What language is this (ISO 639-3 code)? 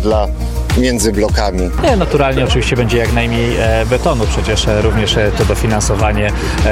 pol